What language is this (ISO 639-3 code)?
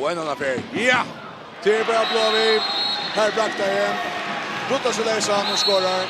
fao